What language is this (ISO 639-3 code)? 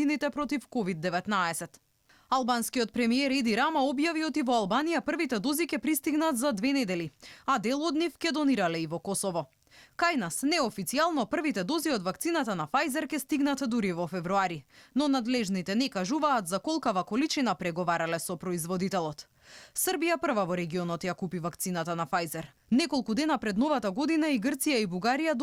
mkd